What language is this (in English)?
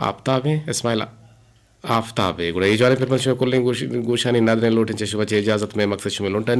Eastern Balochi